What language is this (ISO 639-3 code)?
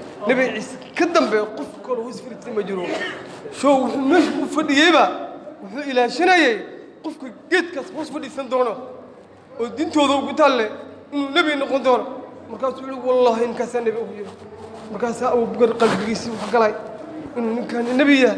som